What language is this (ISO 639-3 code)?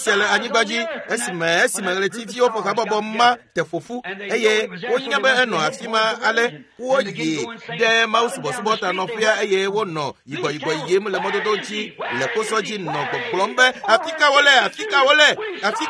ewe